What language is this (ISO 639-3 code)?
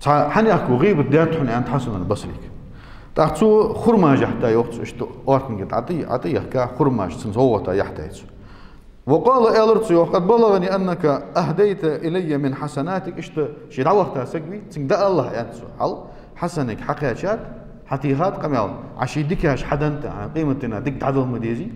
inh